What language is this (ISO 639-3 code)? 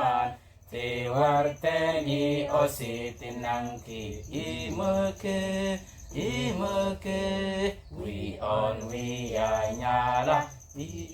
mfz